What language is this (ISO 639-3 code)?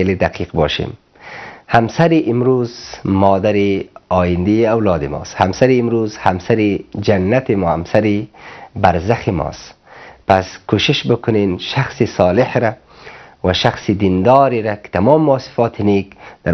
fas